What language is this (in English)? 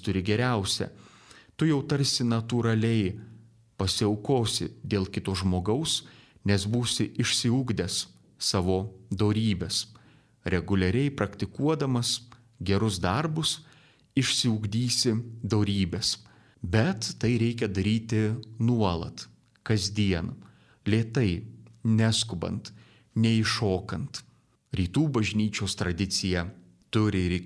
Lithuanian